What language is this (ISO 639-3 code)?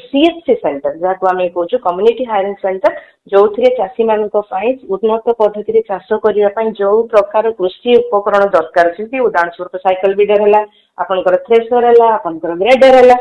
ori